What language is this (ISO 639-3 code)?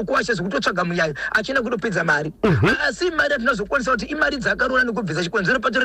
sna